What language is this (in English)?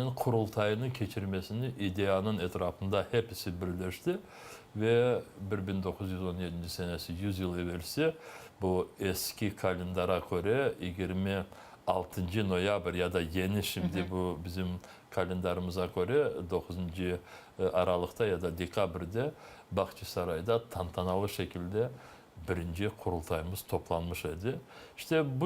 Crimean Tatar